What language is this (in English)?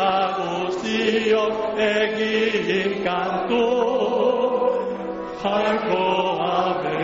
Basque